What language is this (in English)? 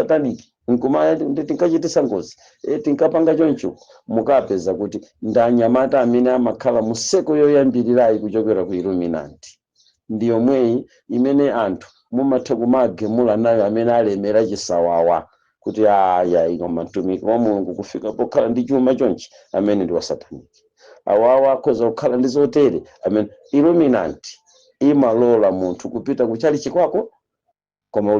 Nyanja